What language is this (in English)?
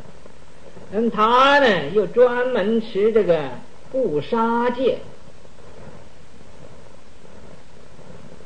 Chinese